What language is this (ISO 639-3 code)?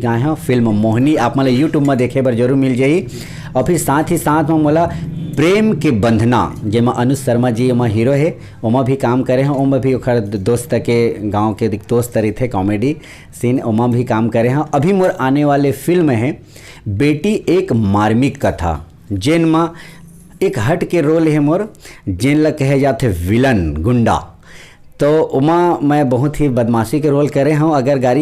hne